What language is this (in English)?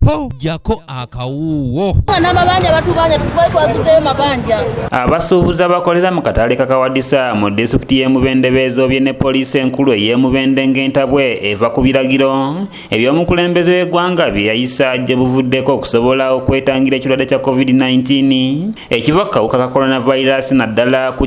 Ganda